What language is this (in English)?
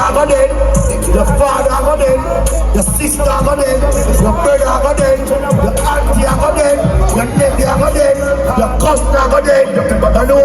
Jamaican Creole English